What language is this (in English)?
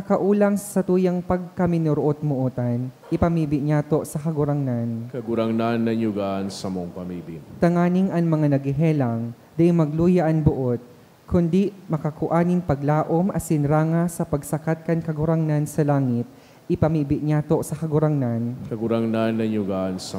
Bikol